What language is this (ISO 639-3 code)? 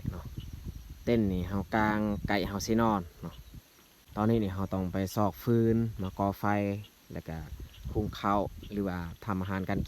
lao